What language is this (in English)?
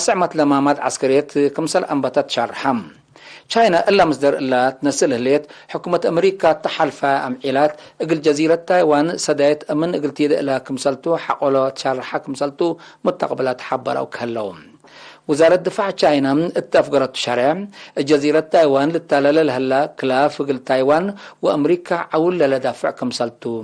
Tigre